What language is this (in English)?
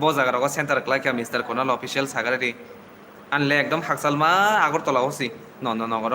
Kok Borok